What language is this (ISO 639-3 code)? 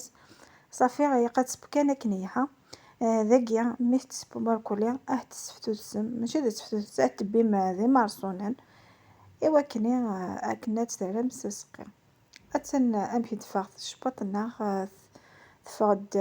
kab